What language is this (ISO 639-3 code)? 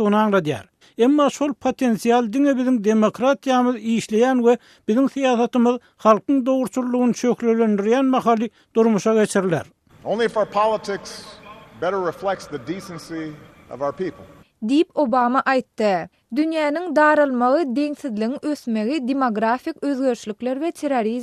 tuk